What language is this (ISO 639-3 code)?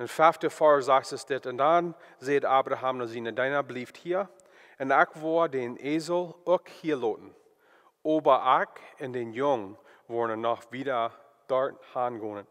pdt